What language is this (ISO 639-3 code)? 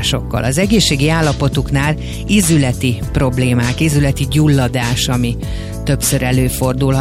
hun